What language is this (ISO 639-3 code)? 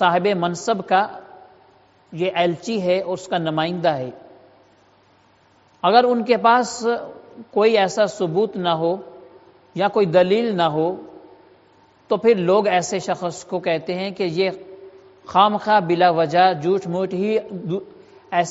urd